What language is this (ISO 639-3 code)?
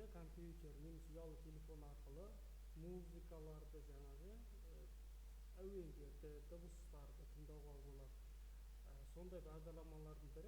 kaz